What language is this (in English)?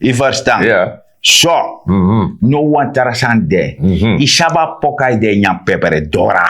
Sranan Tongo